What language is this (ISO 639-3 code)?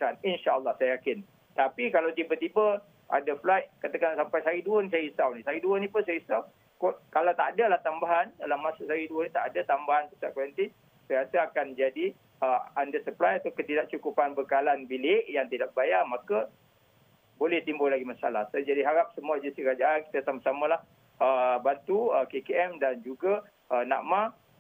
msa